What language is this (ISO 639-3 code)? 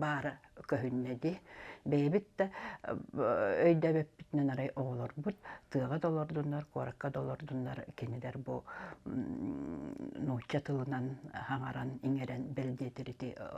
sah